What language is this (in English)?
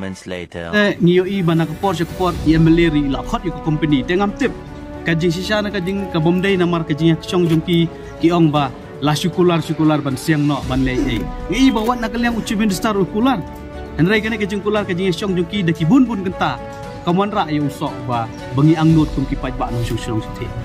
Khasi